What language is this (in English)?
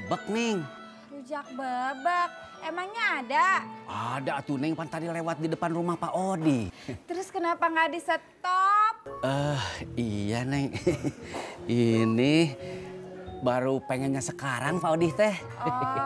Betawi